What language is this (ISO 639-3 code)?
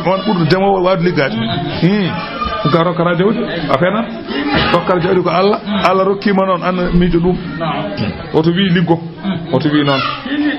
ful